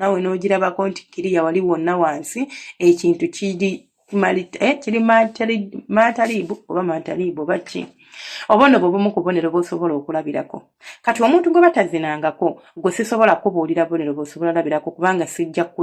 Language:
Ganda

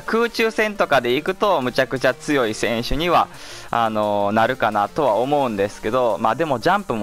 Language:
Japanese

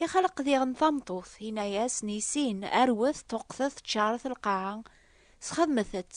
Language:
Kabyle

